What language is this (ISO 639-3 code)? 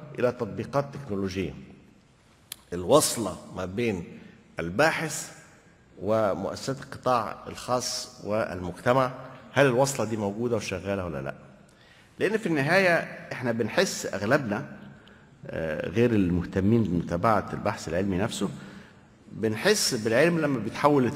arz